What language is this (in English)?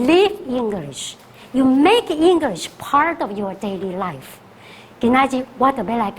Min Nan Chinese